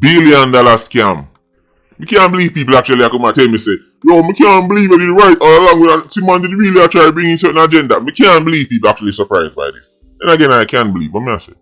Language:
Jamaican Creole English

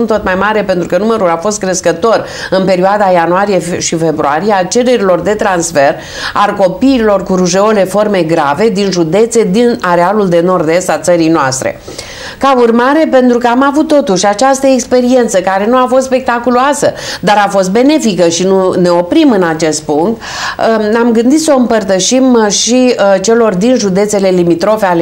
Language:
Romanian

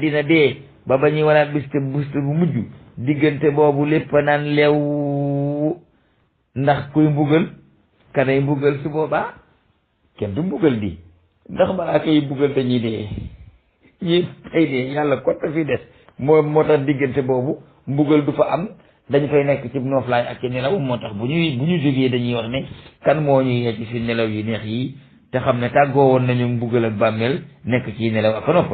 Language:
Wolof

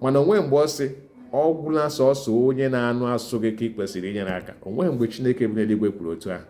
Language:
Igbo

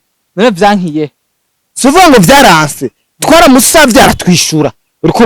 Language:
Rundi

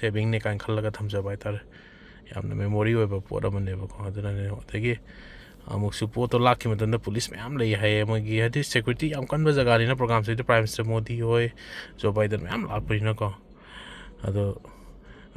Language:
Manipuri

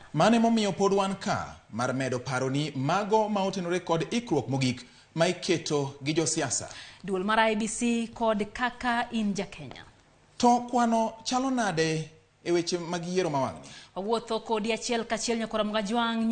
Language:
Luo (Kenya and Tanzania)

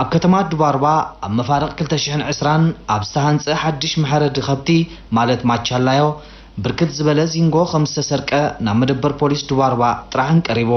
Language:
Tigrinya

